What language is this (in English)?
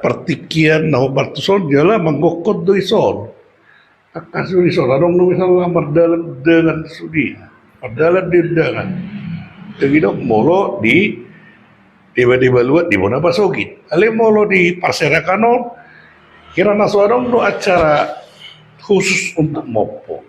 Batak Toba